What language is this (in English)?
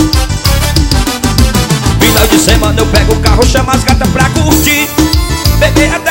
Portuguese